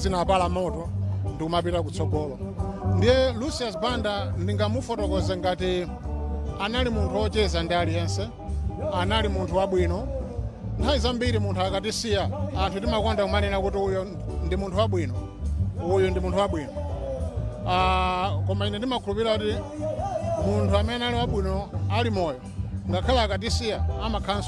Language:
Nyanja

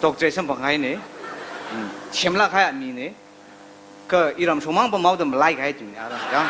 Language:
Tangkhul Naga (India)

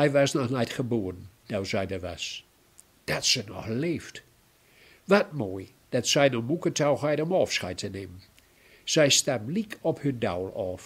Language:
Gronings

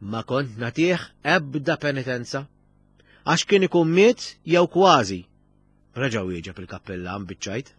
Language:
Maltese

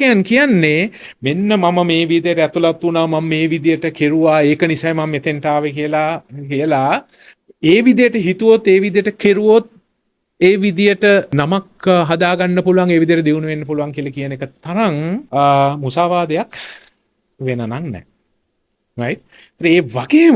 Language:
Sinhala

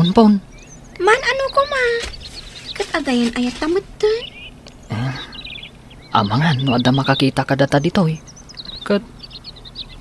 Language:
Iloko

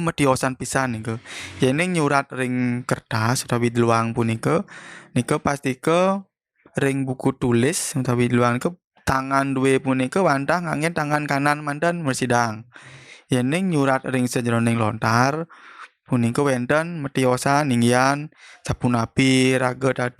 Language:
Balinese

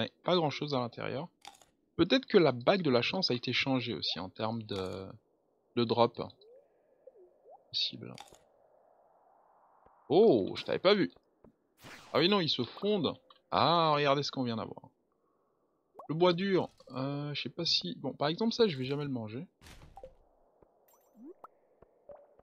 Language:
French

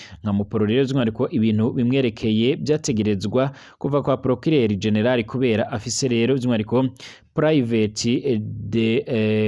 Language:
Rundi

